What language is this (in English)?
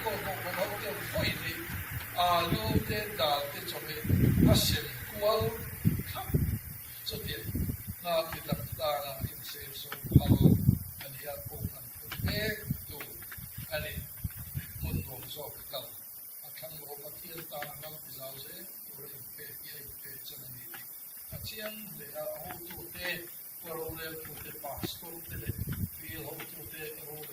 Mizo